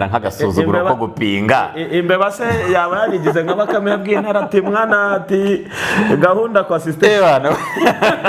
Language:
Kinyarwanda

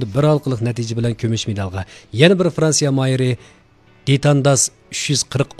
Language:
Uyghur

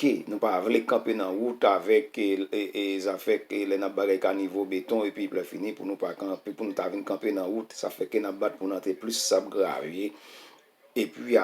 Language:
Haitian Creole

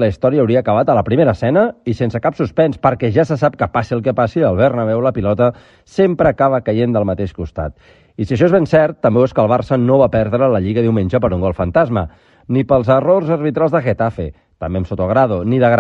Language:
Catalan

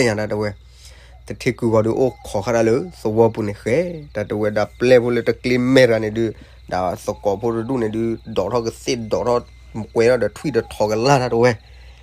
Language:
S'gaw Karen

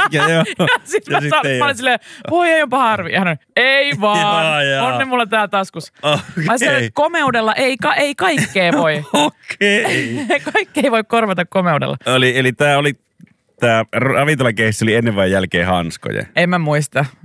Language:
Finnish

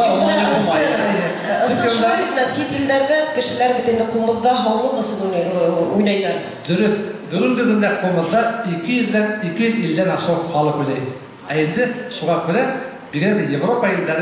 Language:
Bashkir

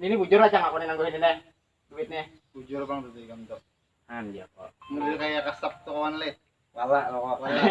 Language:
Banjar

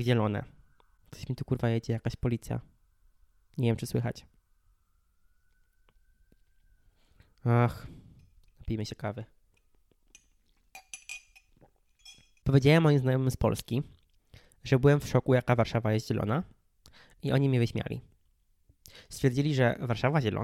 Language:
Polish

